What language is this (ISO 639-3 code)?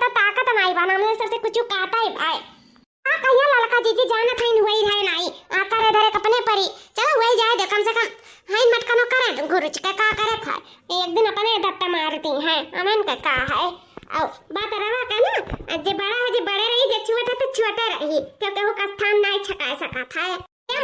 awa